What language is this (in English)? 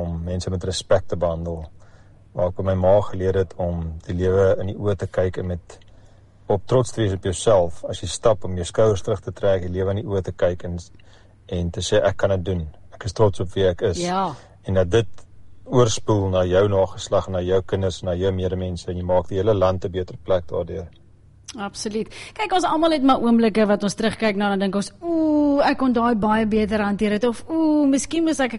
Afrikaans